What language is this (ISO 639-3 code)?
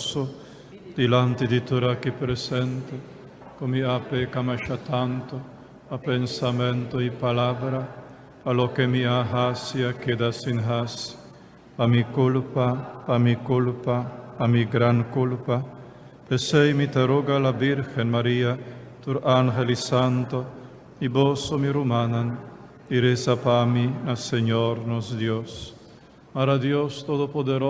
pap